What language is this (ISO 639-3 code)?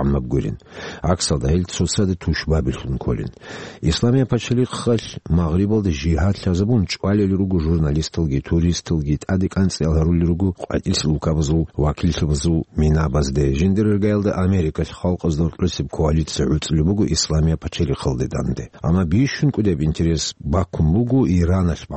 ava